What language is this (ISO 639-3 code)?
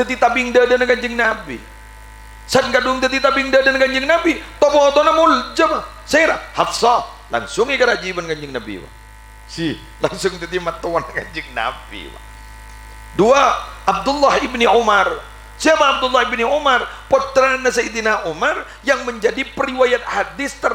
mad